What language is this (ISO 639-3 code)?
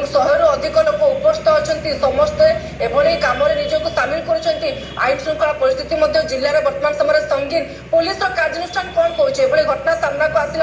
ori